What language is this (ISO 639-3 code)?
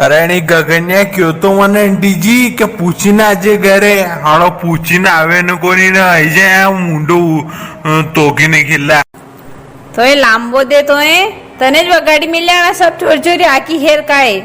raj